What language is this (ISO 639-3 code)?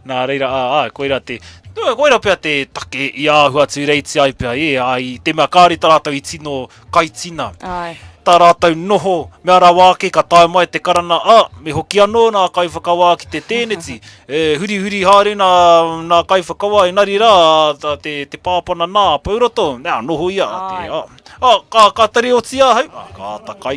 mri